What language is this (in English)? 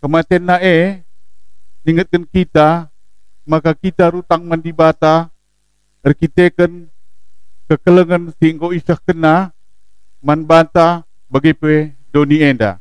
Batak Karo